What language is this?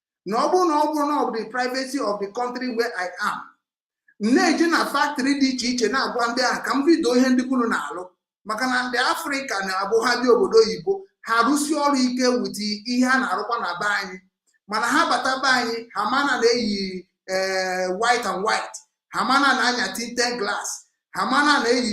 Igbo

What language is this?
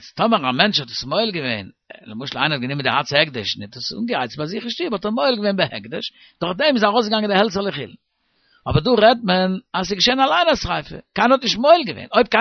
Yiddish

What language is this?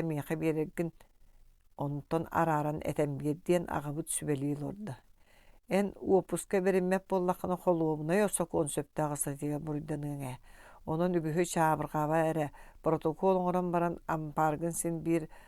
Yakut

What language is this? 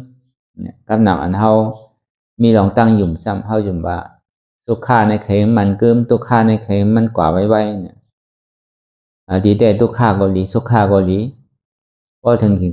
Shan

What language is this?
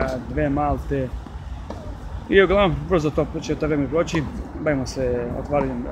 Serbian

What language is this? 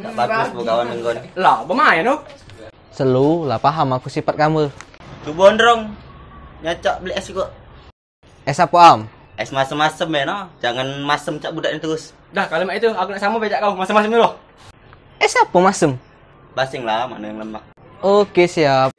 Musi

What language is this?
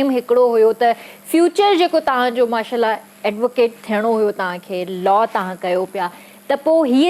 Sindhi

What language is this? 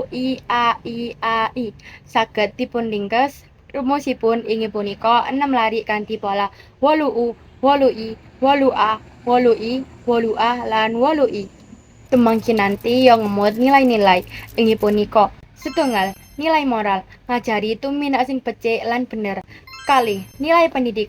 Javanese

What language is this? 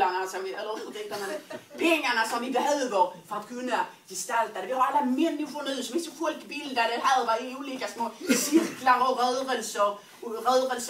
Swedish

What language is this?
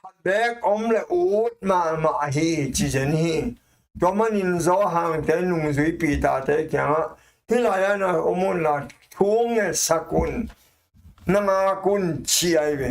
Tedim Chin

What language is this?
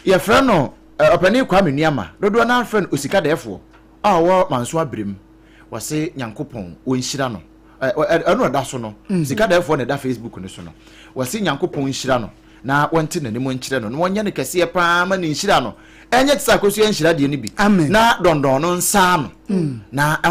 Akan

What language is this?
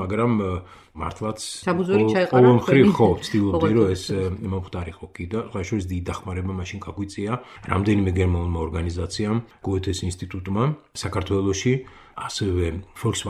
Georgian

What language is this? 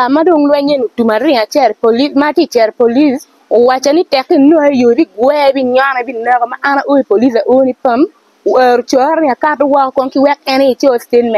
Acoli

